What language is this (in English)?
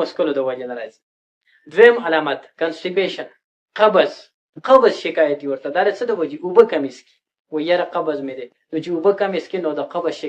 Pashto